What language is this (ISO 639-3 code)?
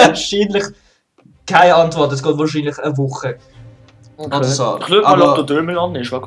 gsw